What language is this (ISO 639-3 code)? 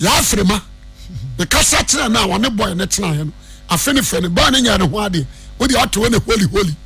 aka